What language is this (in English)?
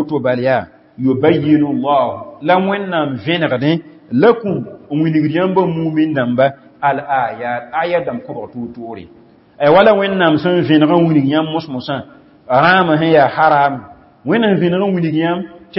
Mossi